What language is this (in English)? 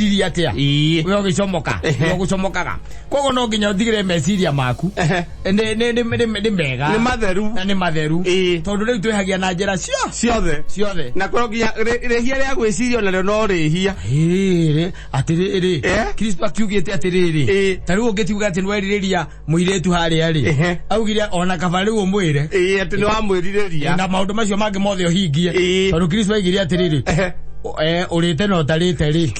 Kikuyu